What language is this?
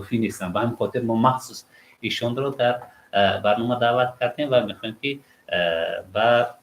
Tajik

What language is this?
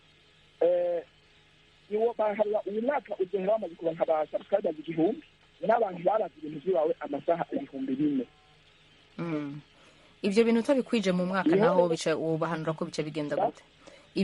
Rundi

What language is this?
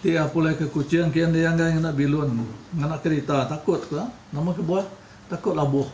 Iban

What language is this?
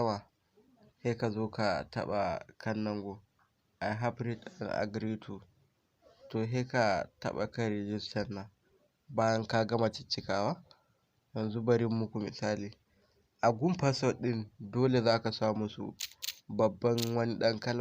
Hausa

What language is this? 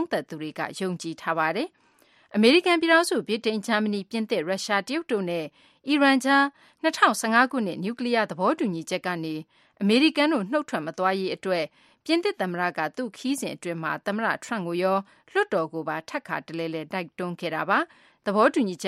Burmese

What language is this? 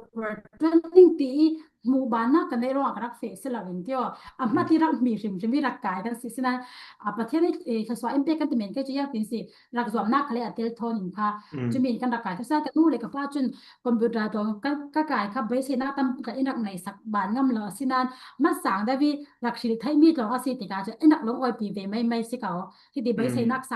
Falam Chin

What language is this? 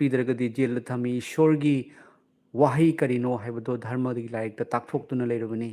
Manipuri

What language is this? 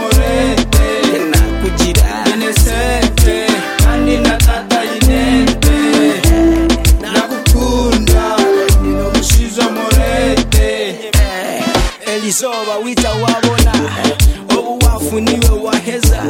Kinyarwanda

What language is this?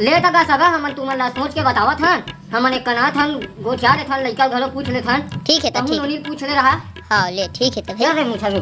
Chhattisgarhi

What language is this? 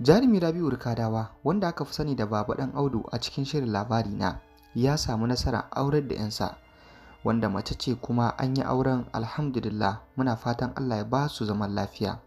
Hausa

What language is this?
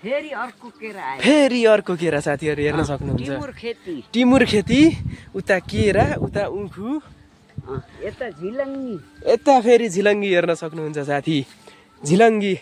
Nepali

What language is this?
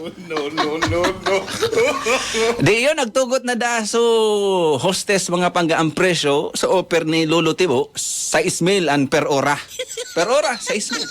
Bikol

